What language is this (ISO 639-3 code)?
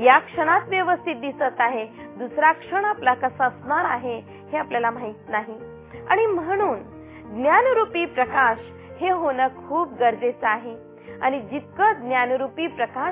mar